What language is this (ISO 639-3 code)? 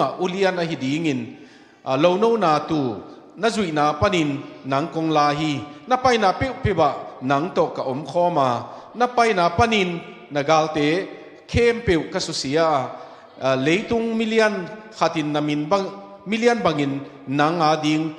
ctd